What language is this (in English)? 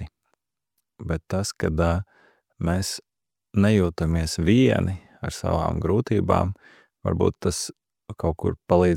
Latvian